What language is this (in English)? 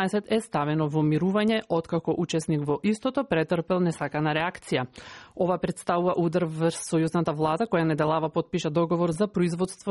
Macedonian